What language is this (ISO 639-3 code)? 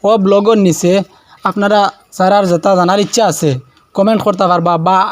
syl